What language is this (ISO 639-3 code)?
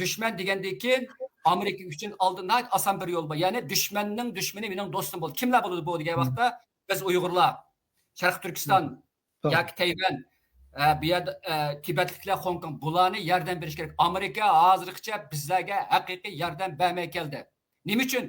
uig